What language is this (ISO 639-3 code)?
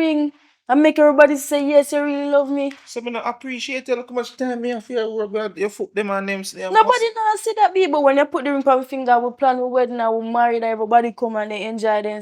jam